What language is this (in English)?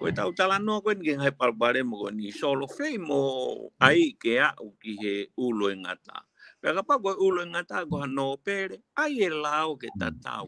Tongan